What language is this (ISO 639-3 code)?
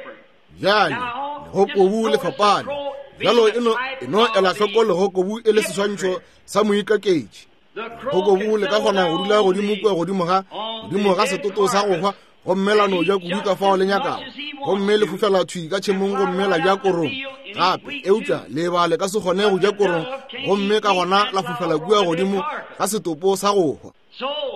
nso